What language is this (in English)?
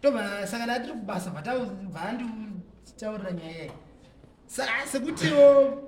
Shona